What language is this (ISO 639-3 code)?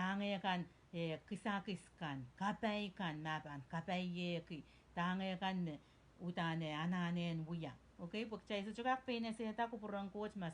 pon